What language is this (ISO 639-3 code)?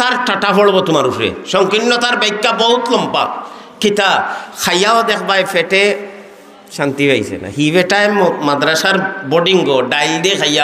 syl